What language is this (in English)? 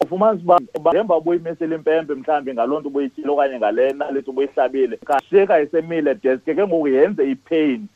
Xhosa